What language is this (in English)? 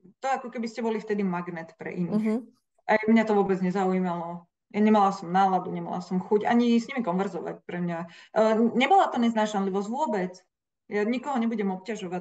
Slovak